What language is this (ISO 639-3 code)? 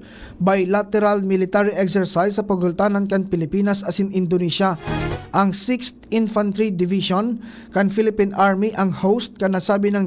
bik